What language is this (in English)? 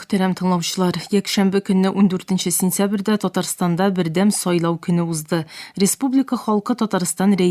Tatar